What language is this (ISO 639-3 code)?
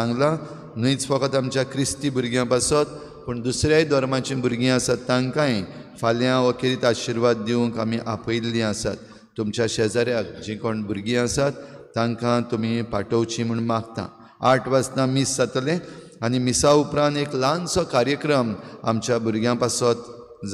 kok